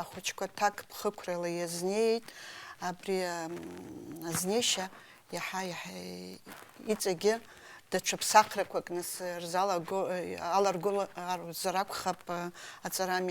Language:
Abkhazian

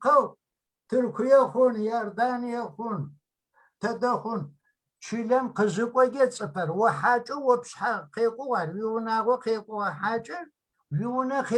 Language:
Kabardian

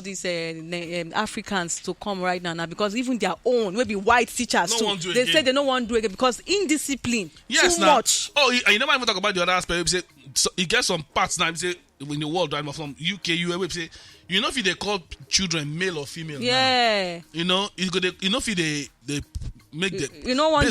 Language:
Nigerian Pidgin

